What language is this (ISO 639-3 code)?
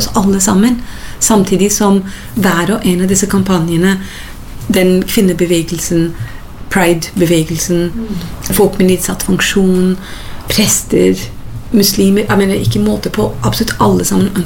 nor